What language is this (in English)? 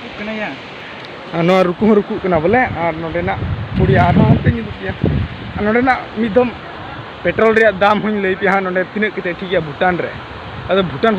Santali